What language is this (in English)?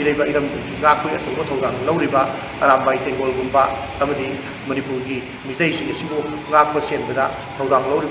Manipuri